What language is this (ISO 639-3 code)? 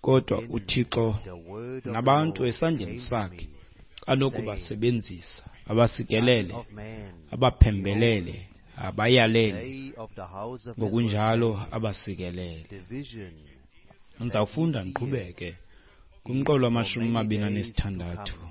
xho